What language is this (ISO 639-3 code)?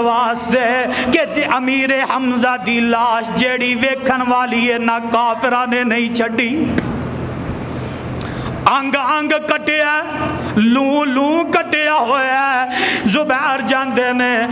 lah